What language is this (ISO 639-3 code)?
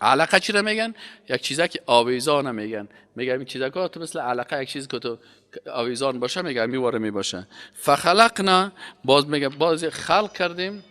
fas